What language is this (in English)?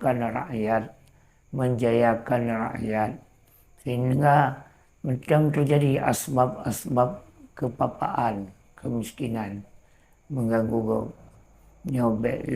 Achinese